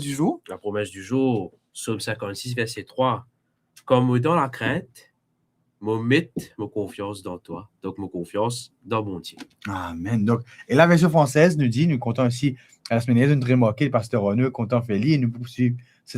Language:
Morisyen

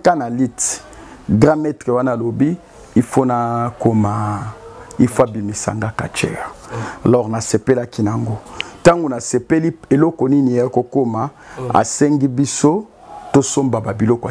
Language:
Lingala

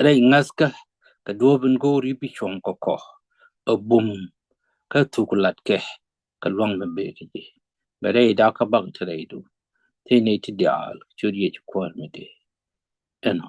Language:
Nuer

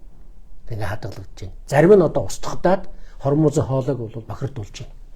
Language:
Mongolian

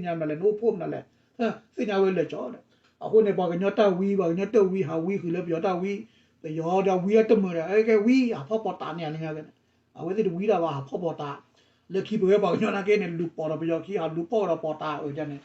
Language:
S'gaw Karen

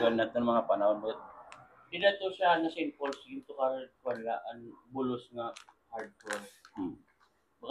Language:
Waray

